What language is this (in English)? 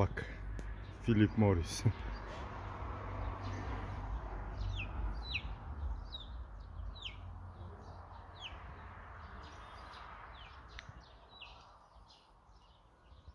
Kazakh